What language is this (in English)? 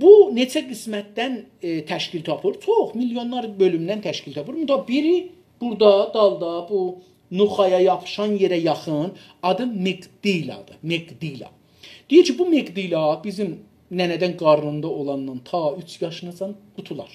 South Azerbaijani